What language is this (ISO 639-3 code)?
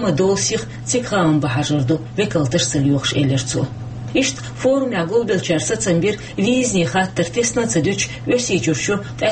che